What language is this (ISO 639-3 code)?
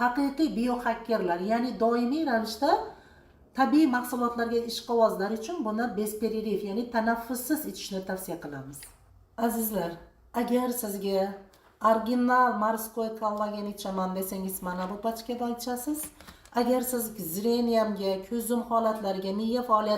uzb